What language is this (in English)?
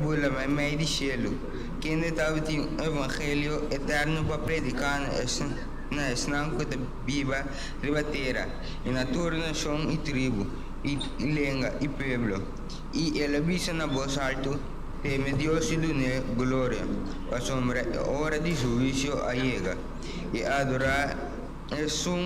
Papiamento